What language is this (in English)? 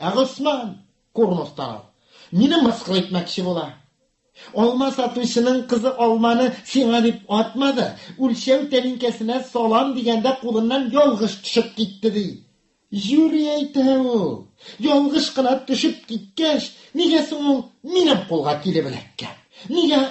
Tatar